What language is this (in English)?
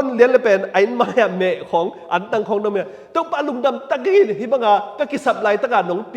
Tedim Chin